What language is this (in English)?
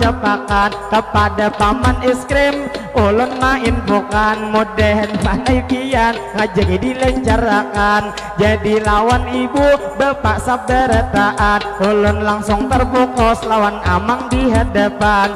Banjar